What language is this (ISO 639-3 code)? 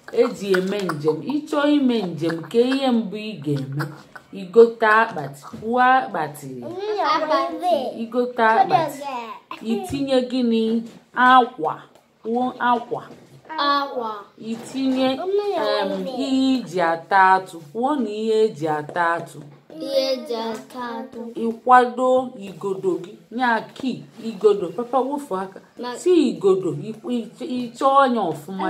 ibo